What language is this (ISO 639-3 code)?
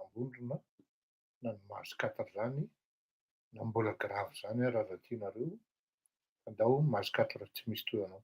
mlg